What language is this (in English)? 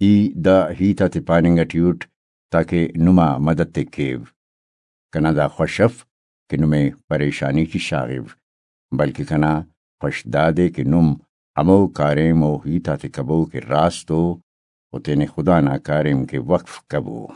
Brahui